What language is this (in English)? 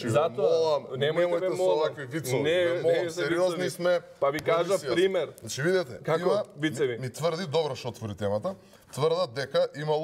Macedonian